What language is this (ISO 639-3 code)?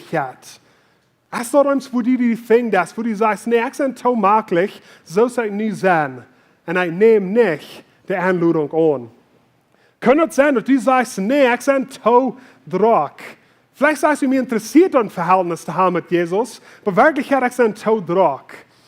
pdt